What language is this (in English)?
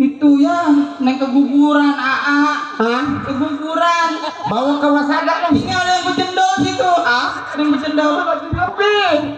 Betawi